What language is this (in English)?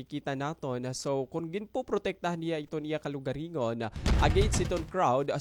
Waray